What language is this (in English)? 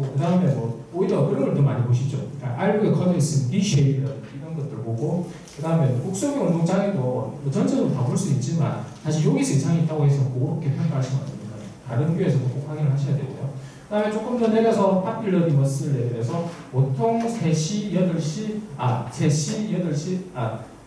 Korean